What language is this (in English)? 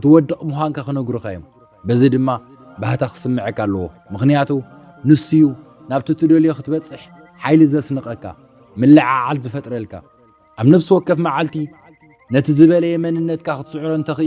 Tigrinya